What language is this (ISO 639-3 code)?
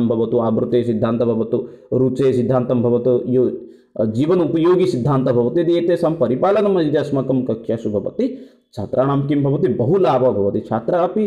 san